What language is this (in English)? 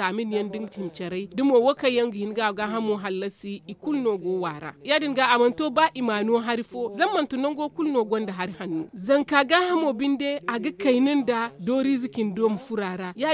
Zarma